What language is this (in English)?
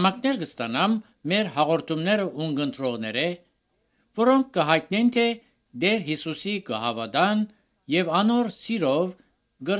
Armenian